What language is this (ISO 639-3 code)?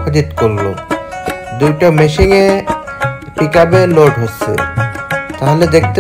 ben